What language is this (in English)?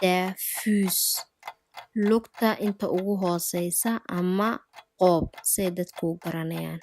Somali